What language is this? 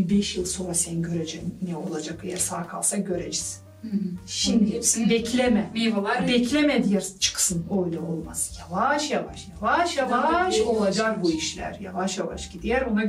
Gagauz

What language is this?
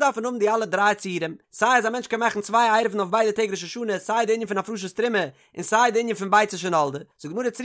Yiddish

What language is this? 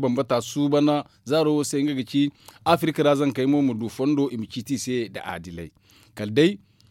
Zarma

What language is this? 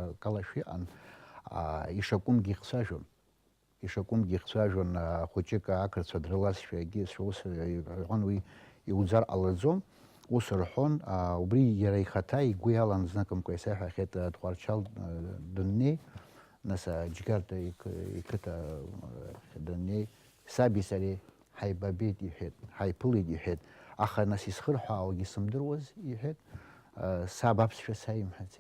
Abkhazian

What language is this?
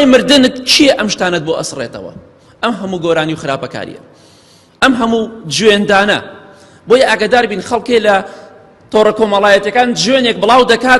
Central Kurdish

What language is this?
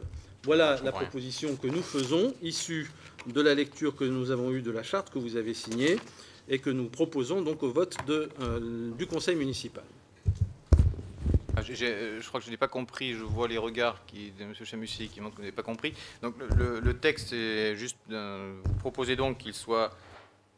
French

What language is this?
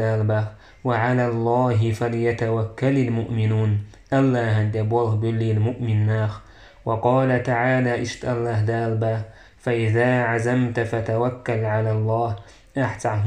Chechen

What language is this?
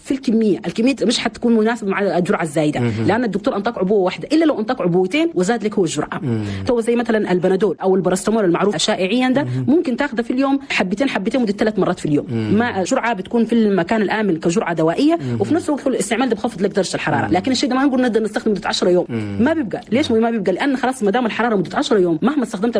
Chadian Arabic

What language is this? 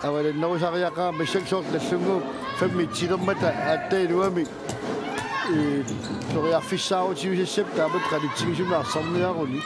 Kalaallisut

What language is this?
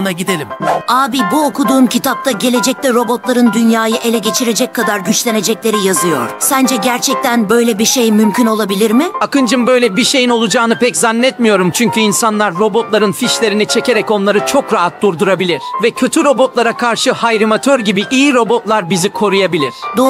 Turkish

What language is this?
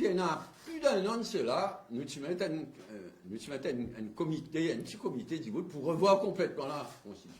Morisyen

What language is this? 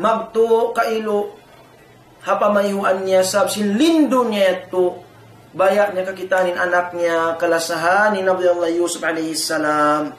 Tausug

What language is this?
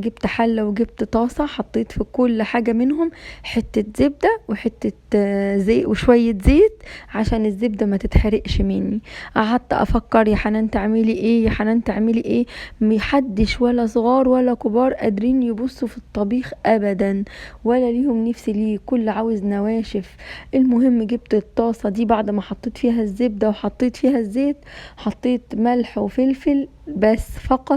Egyptian Arabic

